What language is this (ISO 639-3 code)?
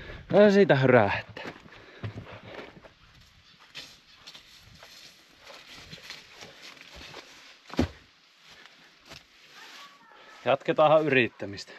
fin